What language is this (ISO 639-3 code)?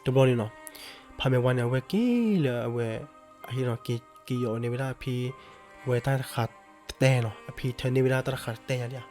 ksw